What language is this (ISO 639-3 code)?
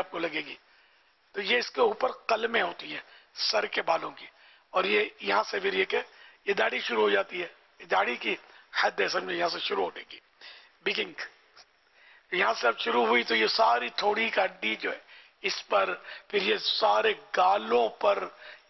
urd